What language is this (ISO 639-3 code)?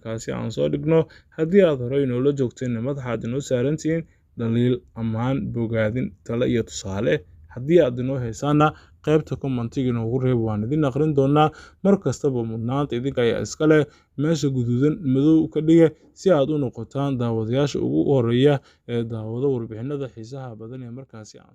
som